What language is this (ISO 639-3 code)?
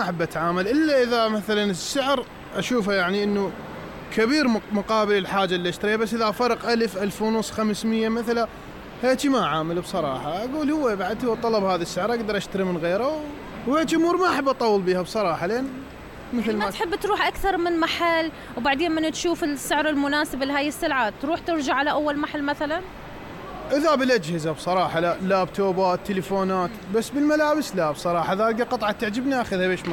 acm